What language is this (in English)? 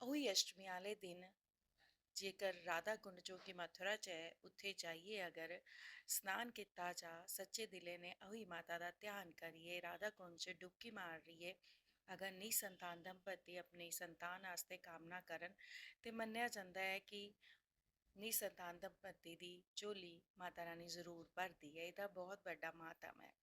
Dogri